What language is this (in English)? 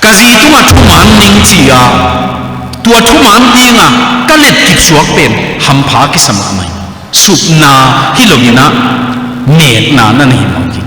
Tedim Chin